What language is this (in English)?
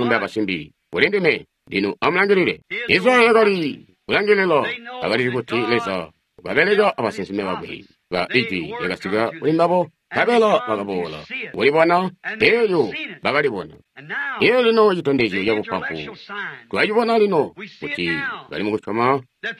Tonga (Zambia)